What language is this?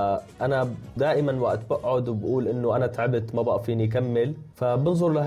North Levantine Arabic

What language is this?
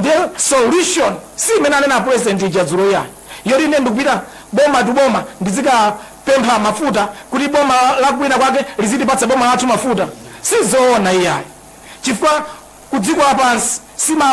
Nyanja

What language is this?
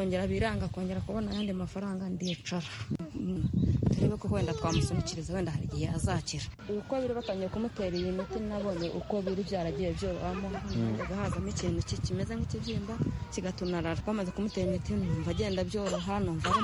Kinyarwanda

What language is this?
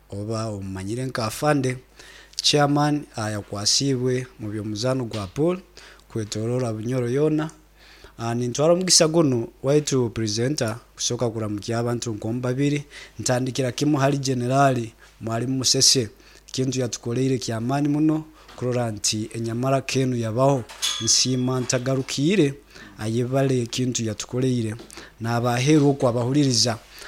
Nyoro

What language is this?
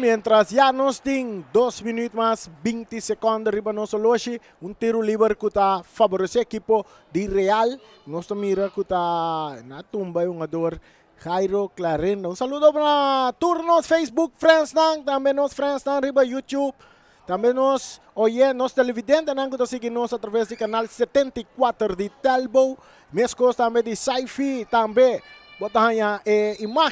Papiamento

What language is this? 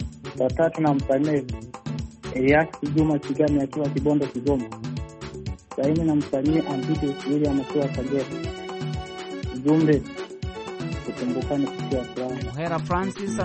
Swahili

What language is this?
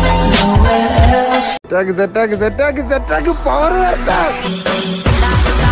Malayalam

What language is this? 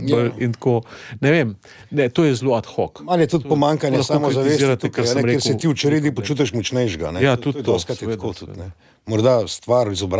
Slovenian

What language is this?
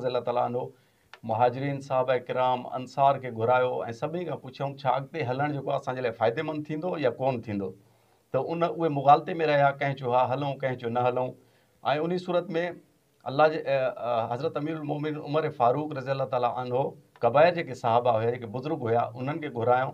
Sindhi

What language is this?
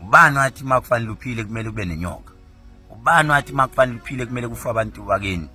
Zulu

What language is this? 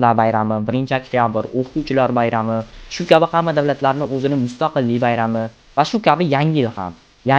Uzbek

